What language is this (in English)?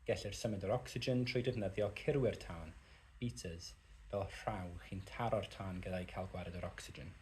Welsh